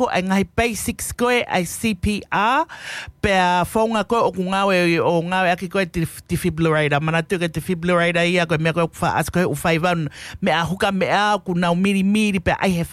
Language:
Tongan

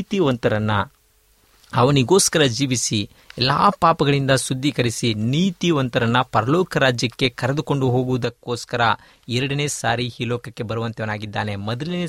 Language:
Kannada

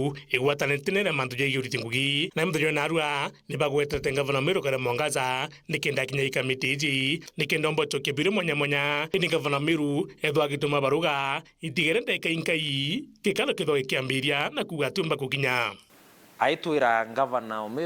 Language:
Meru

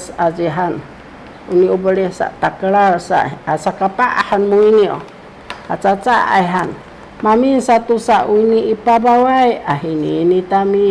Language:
Sakizaya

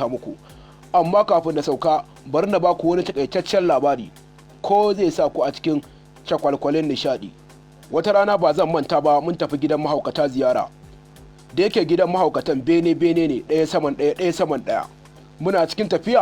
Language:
Hausa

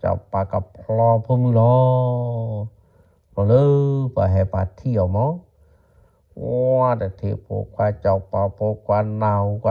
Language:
S'gaw Karen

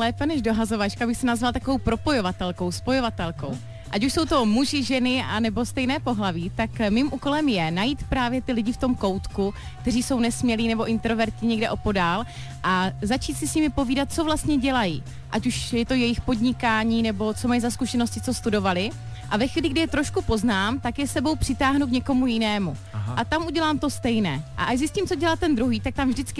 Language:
Czech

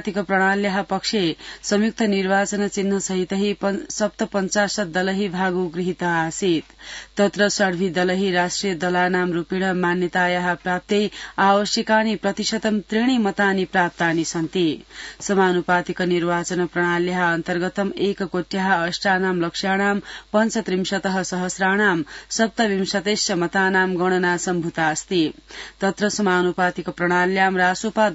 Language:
Sanskrit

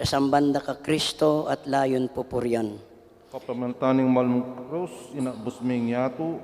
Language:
Pampanga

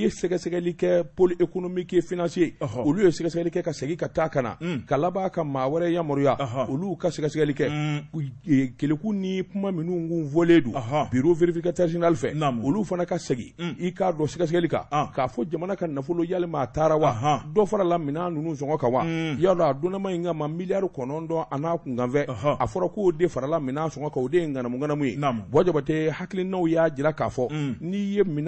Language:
Bambara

